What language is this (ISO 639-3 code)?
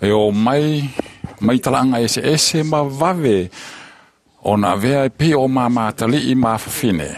smo